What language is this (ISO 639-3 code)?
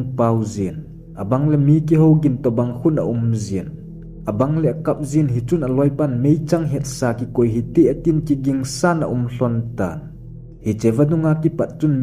tcz